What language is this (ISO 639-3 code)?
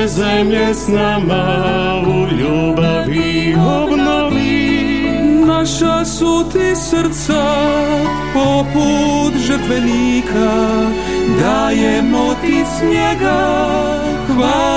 hrv